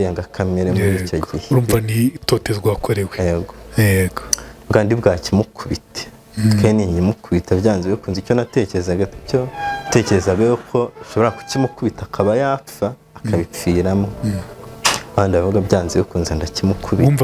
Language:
Kinyarwanda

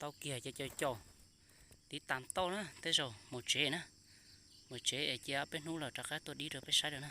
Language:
Hmong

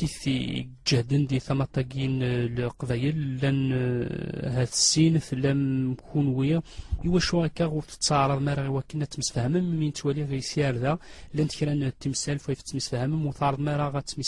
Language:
Kabyle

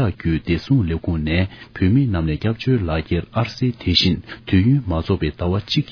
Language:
Tibetan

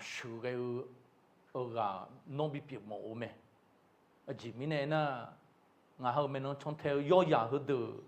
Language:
Akha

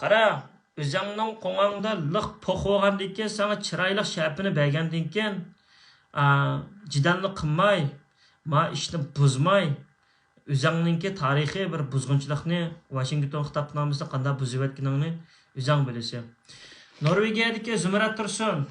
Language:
Uyghur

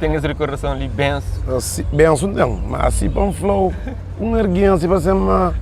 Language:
Kabuverdianu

